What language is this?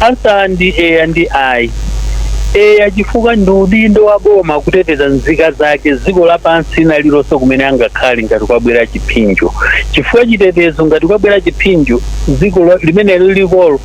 Nyanja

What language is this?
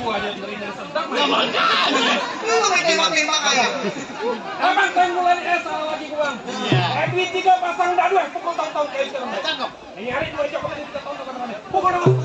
Betawi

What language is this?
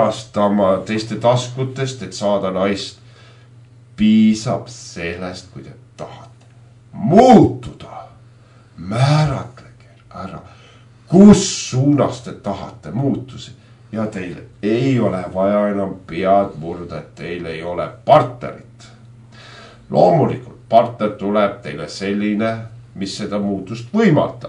Estonian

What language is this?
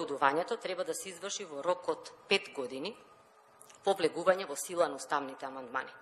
Macedonian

